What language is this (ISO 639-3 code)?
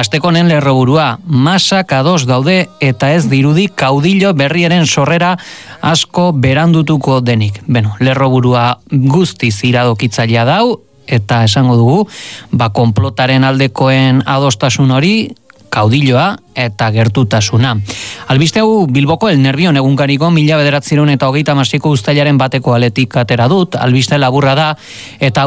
eus